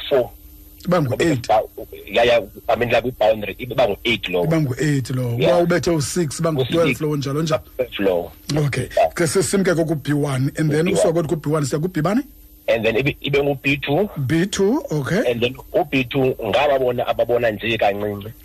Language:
Xhosa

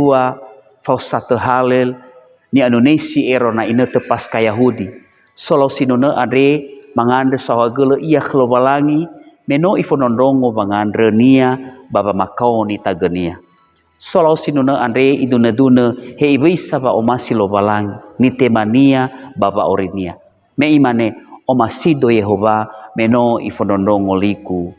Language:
Nias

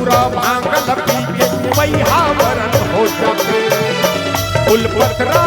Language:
Chhattisgarhi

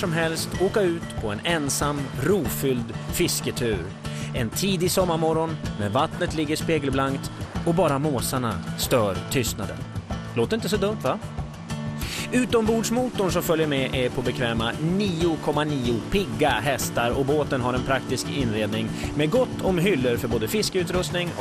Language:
Swedish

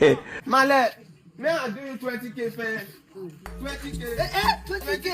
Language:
Nigerian Pidgin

